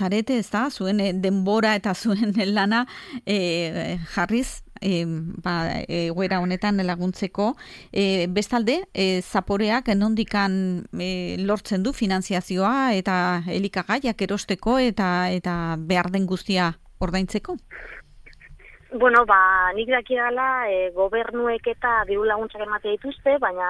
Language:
Basque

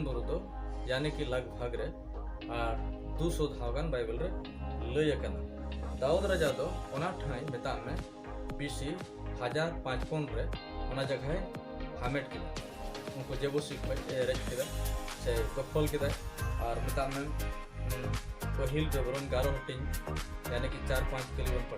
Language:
Santali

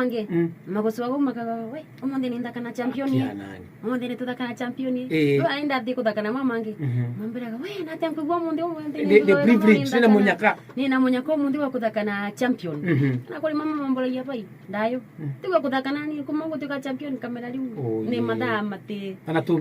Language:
Meru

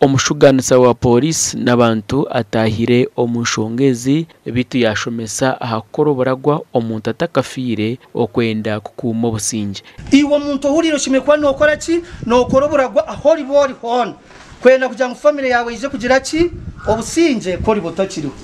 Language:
Nyankole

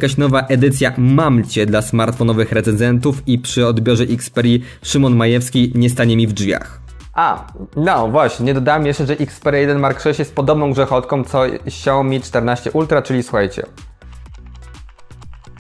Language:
Polish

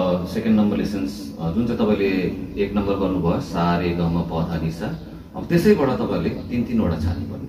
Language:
Nepali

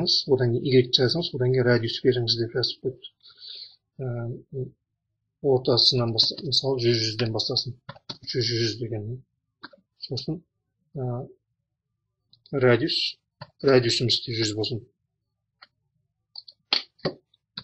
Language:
Kazakh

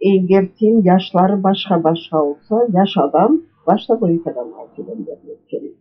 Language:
Crimean Tatar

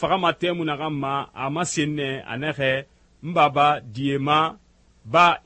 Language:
Susu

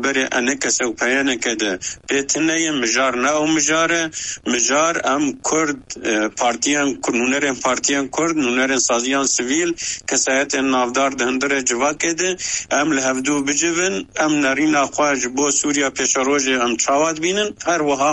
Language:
Kurdish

